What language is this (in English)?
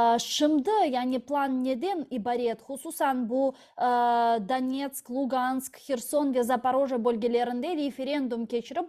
Crimean Tatar